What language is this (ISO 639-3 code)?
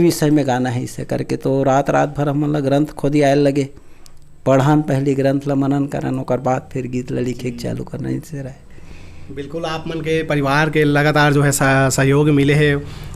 hne